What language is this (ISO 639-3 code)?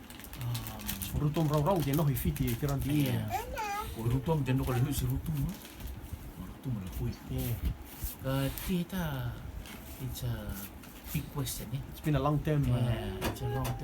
rtm